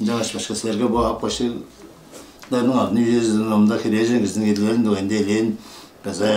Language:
Tuvinian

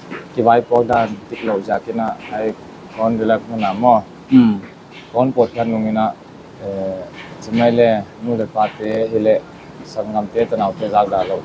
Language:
Paite Chin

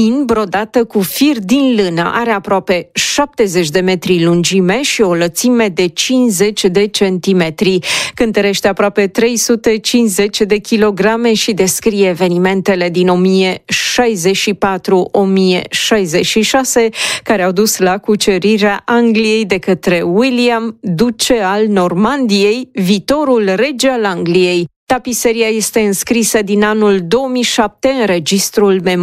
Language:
Romanian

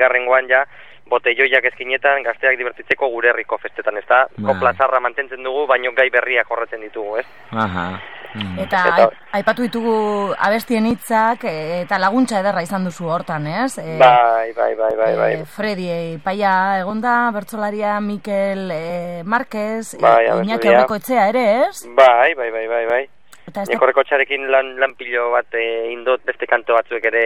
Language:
Basque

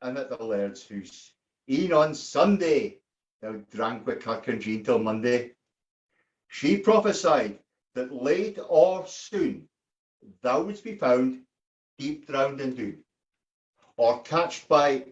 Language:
Scots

